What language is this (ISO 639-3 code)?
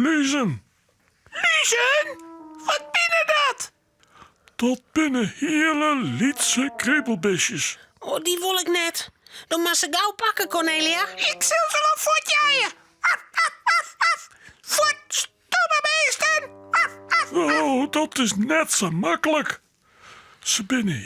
fry